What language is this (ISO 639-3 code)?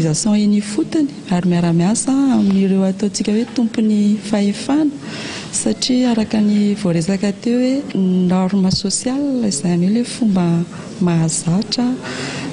mlg